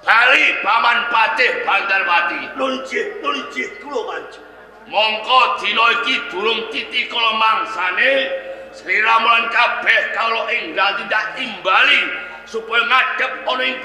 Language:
Javanese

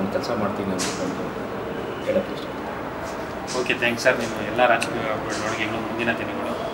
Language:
Kannada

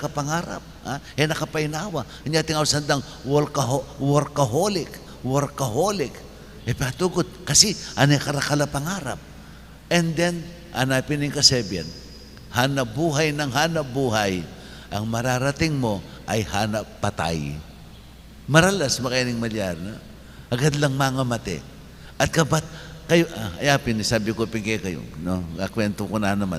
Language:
Pampanga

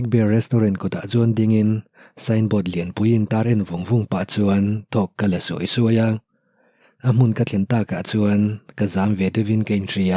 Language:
Mizo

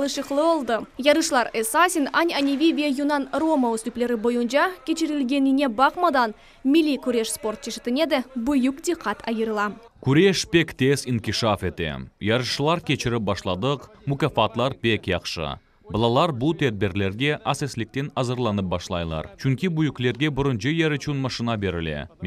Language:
Crimean Tatar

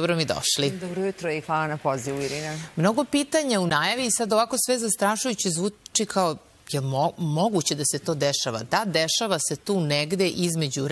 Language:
Serbian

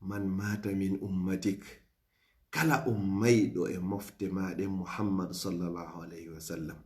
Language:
Fula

